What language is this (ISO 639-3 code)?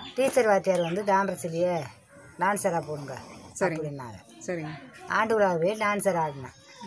tam